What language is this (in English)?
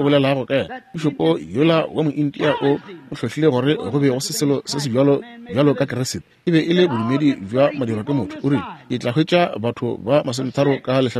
Northern Sotho